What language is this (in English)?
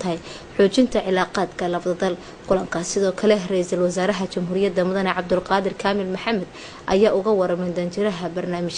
Somali